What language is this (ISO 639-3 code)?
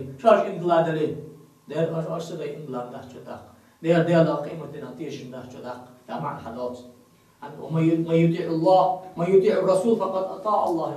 inh